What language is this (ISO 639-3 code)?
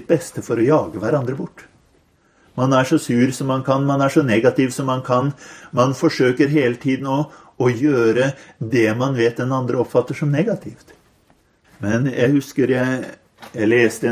nor